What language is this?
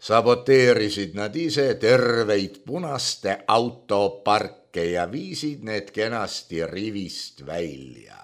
Estonian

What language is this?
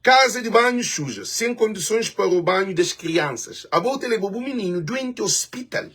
Kabuverdianu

